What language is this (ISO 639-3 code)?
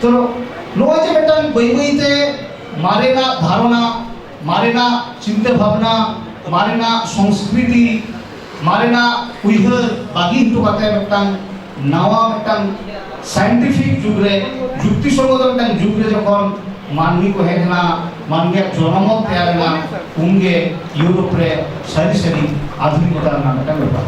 sat